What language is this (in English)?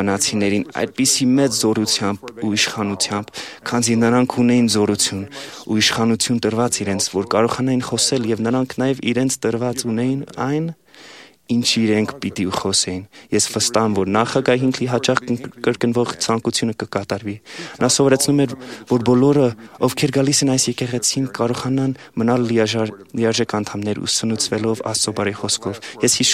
Armenian